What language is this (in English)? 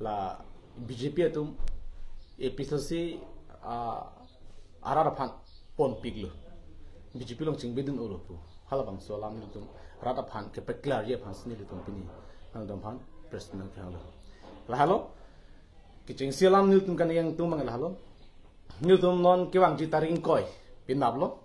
Karbi